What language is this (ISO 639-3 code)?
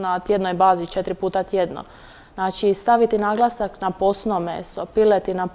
hrv